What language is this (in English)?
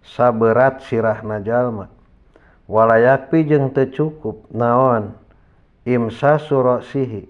Sundanese